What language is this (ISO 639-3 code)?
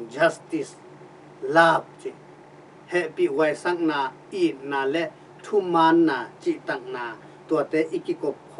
ctd